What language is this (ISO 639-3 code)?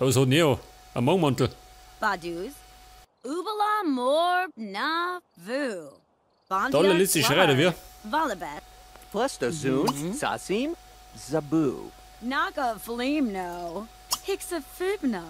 bar